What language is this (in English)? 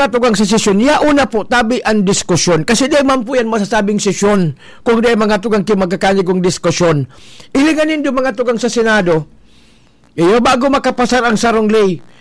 Bikol